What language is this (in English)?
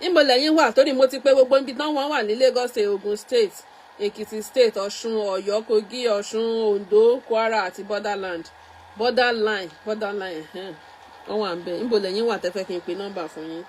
Yoruba